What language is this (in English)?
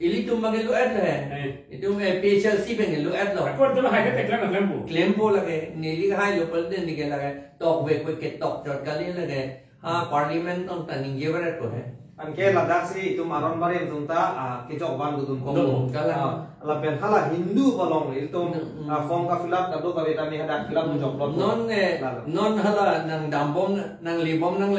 Karbi